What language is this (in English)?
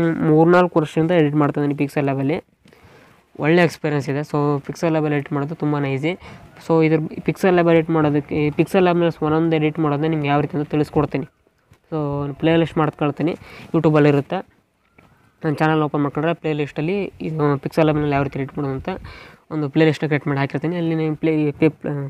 Kannada